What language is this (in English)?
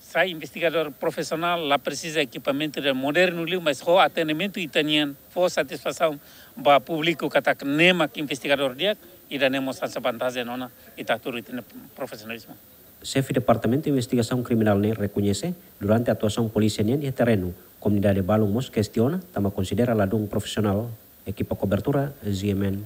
Tetum